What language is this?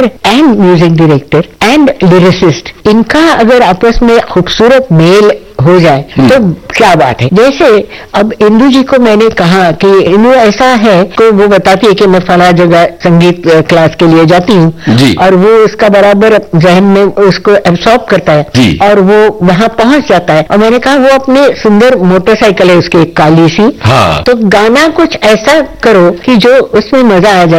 Hindi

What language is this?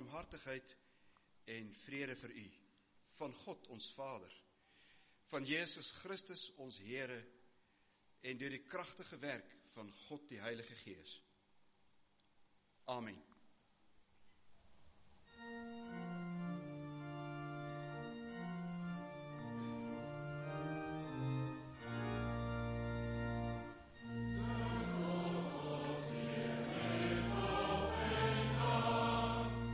Afrikaans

